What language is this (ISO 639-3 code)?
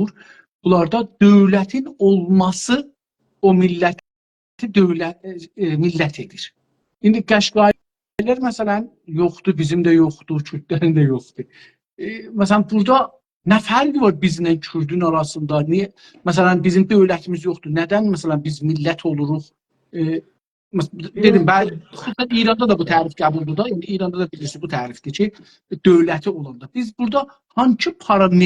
azb